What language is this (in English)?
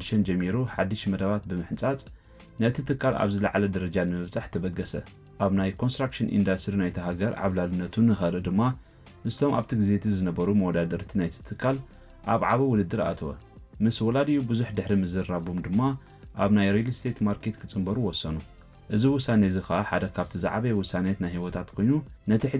Tigrinya